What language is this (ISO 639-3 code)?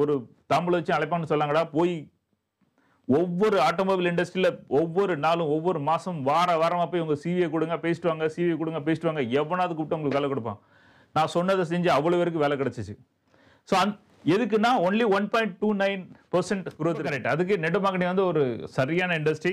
tam